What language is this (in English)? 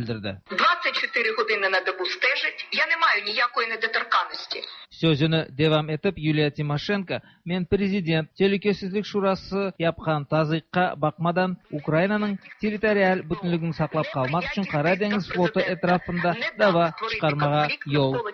Tatar